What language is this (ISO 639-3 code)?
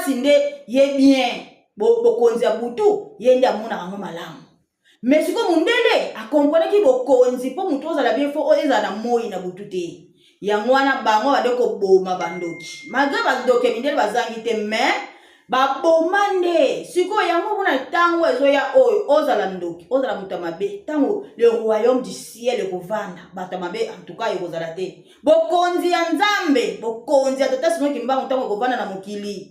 lin